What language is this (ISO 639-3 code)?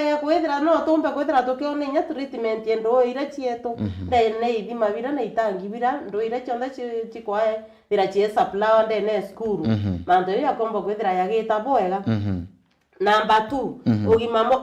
mer